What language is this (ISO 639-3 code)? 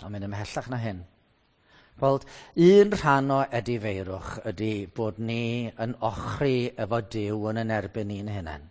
cym